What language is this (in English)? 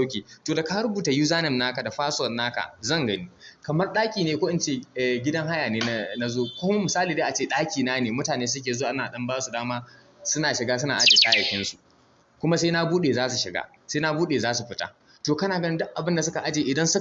Hausa